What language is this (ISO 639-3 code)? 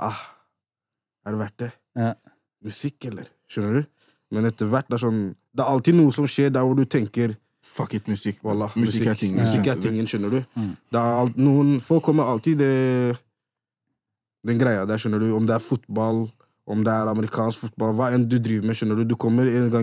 nor